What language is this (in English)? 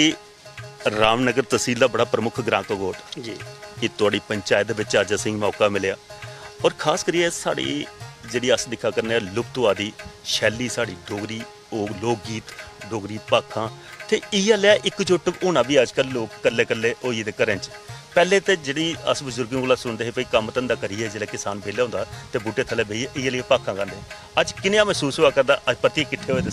Dogri